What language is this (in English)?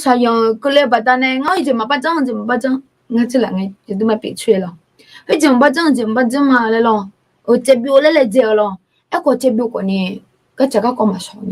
Akha